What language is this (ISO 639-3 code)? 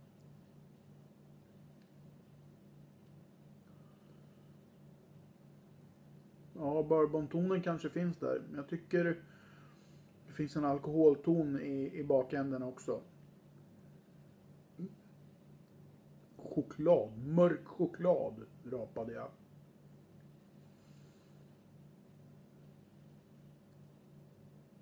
swe